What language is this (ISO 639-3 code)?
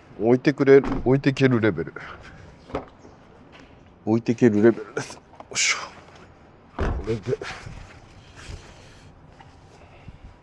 jpn